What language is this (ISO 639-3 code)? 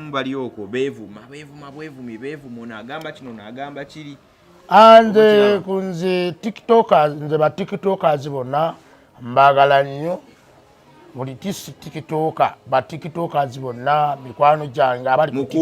lug